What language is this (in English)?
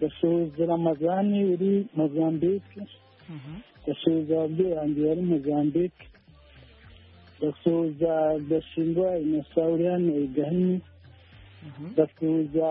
Kinyarwanda